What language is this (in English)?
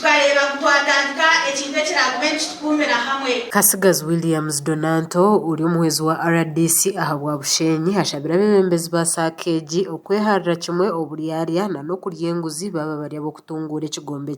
Nyankole